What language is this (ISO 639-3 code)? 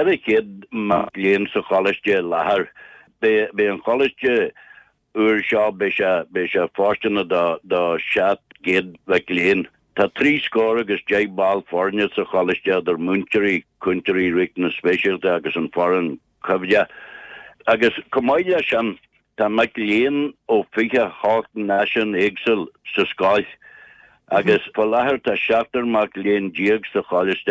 gle